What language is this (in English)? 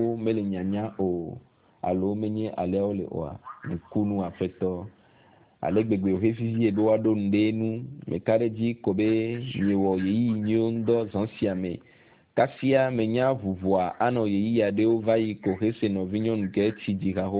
Ewe